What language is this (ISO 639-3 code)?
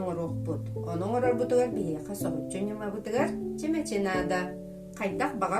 sah